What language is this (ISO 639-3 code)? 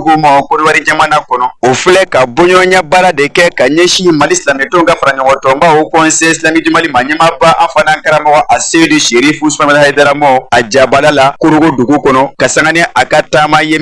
bam